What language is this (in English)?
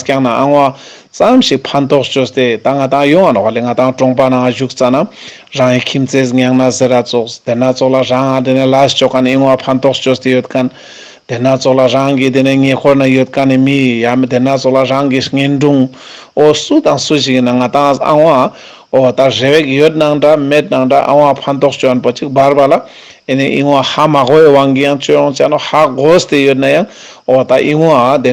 Ladakhi